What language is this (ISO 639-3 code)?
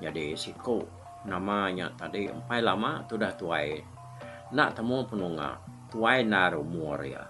iba